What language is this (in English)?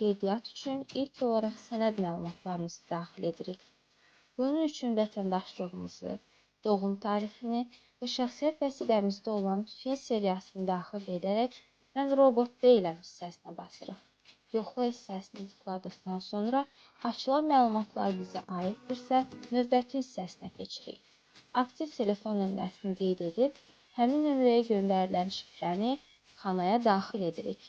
Azerbaijani